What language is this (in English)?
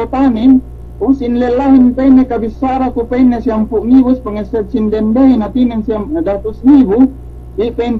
Yakan